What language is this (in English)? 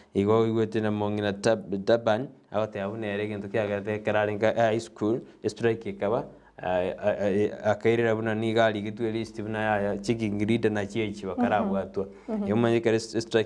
Gusii